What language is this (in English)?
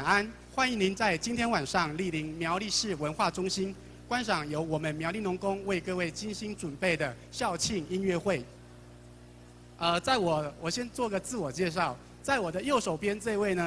Chinese